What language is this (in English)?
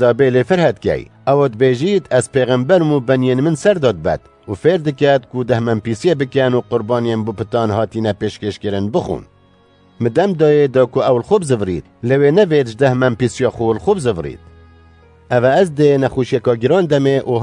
Kurdish